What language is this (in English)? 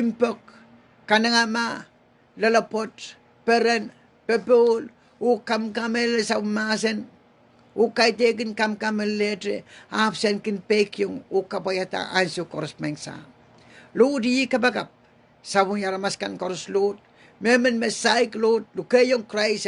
Pohnpeian